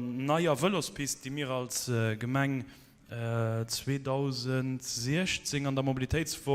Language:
Luxembourgish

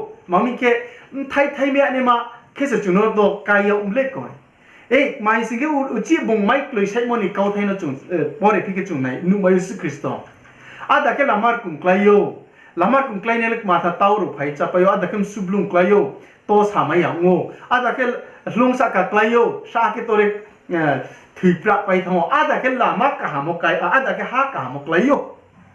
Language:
Riang (India)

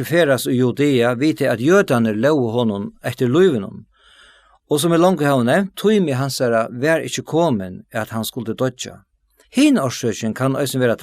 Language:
Faroese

